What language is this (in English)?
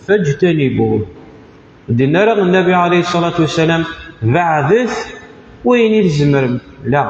Kabyle